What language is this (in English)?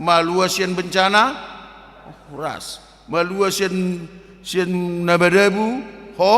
Batak Toba